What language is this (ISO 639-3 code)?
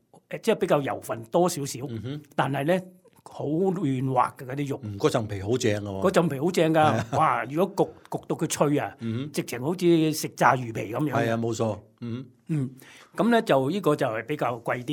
yue